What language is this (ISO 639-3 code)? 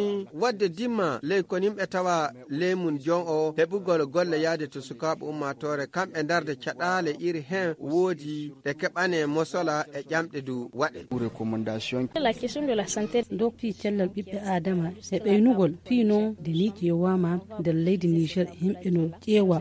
fuv